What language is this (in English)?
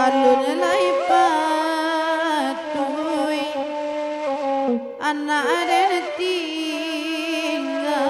Minangkabau